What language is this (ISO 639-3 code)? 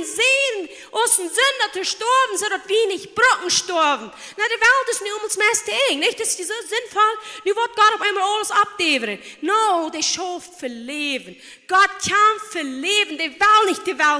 pdt